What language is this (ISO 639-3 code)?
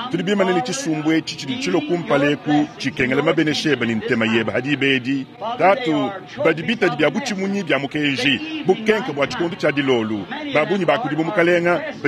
lua